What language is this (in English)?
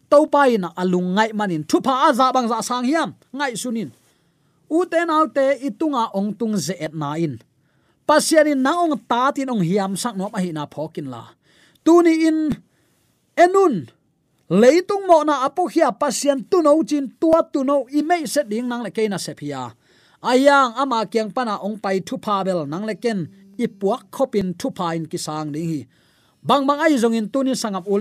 Tedim Chin